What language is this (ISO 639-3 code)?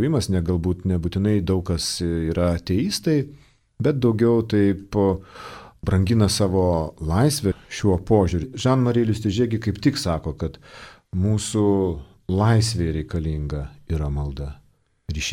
lit